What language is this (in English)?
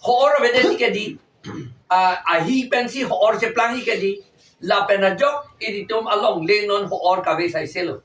Karbi